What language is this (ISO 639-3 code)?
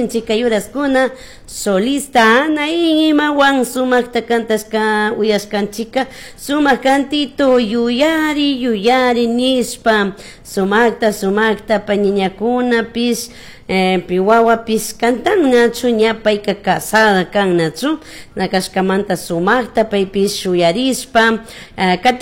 qug